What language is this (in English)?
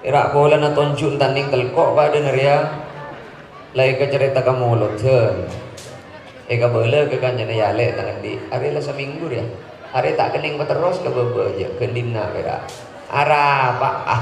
Madurese